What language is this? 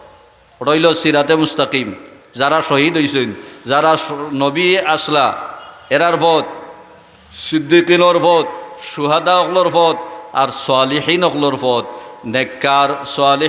Sylheti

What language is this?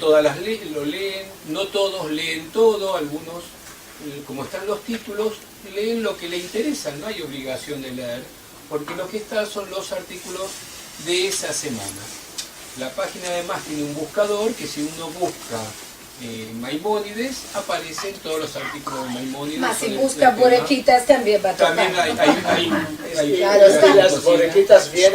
Ladino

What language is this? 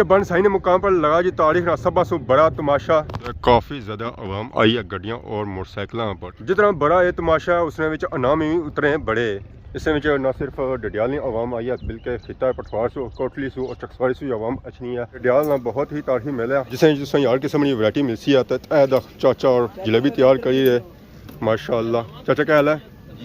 Pahari-Potwari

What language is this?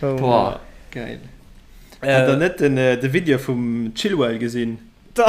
Luxembourgish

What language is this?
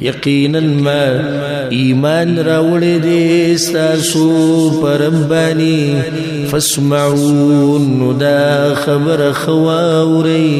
Pashto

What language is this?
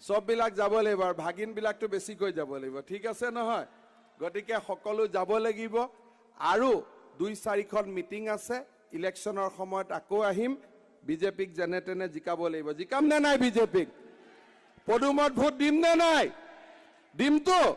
Assamese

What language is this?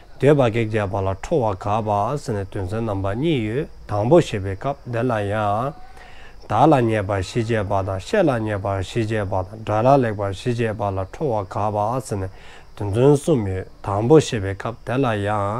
Dzongkha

